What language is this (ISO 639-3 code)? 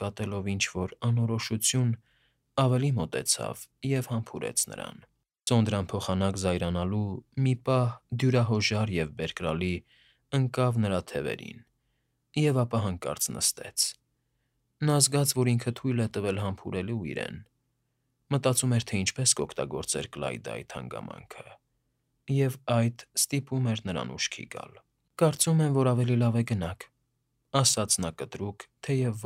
hye